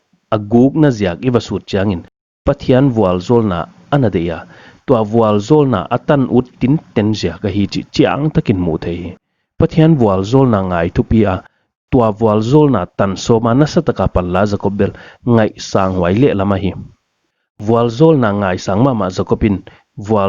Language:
Paite Chin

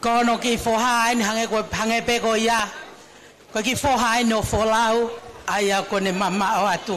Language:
Tongan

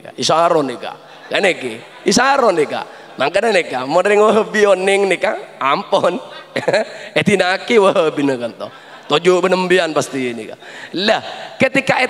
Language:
Madurese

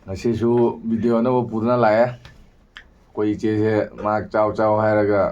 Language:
Manipuri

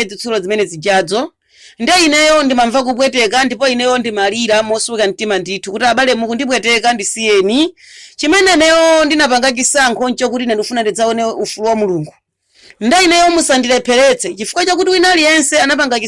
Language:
Nyanja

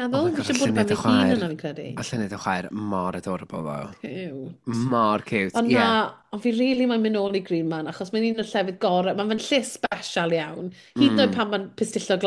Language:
Welsh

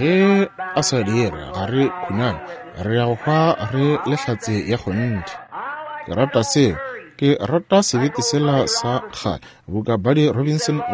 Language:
Northern Sotho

